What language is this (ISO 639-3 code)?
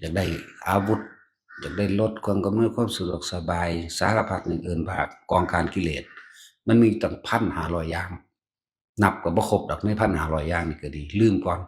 tts